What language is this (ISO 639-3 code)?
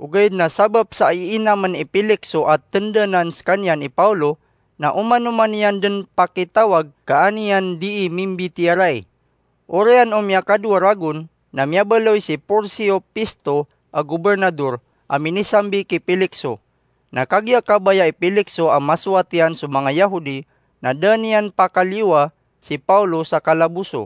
mrw